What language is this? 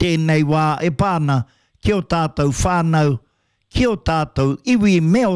Māori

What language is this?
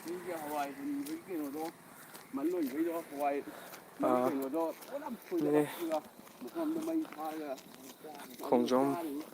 Manipuri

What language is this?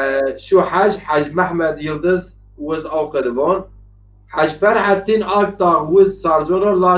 Zaza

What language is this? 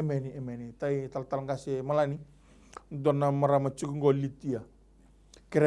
Fijian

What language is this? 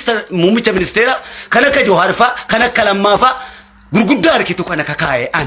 Oromo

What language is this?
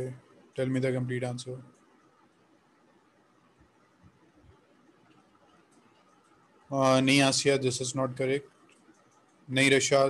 Hindi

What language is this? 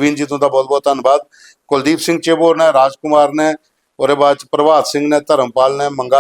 Dogri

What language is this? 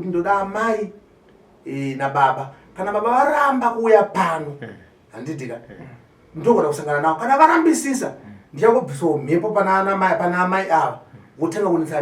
Shona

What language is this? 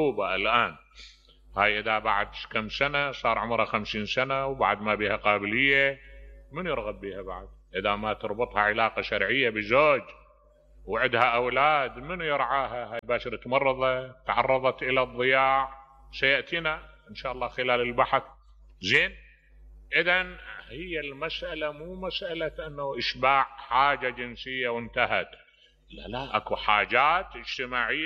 Mesopotamian Arabic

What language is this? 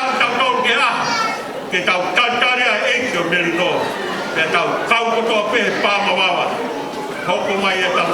Tongan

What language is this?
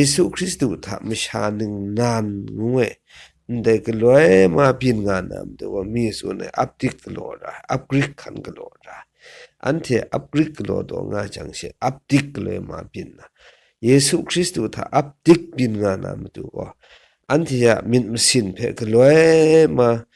Kachin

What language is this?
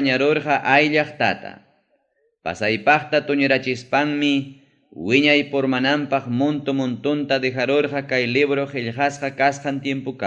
Ayacucho Quechua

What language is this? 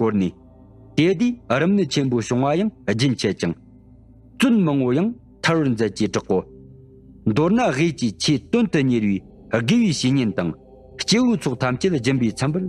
Tibetan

